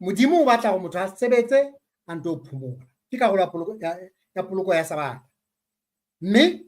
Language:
Southern Sotho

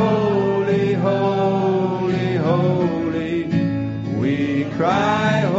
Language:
Dutch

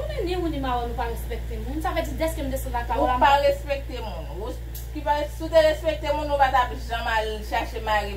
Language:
Haitian Creole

